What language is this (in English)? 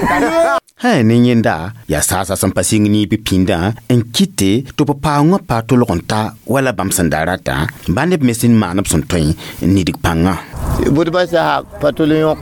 Mossi